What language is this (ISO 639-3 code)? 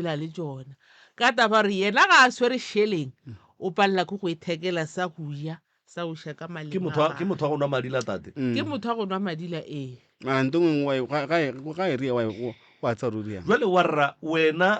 nso